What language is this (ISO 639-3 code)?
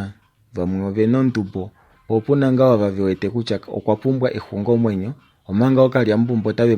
kua